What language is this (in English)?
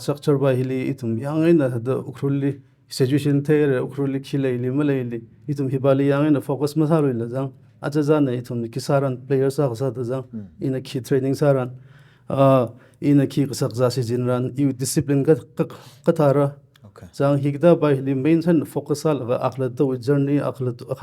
Tangkhul Naga (India)